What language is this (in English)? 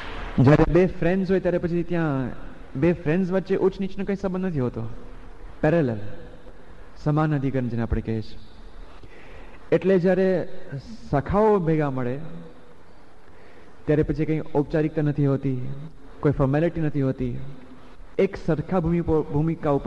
Gujarati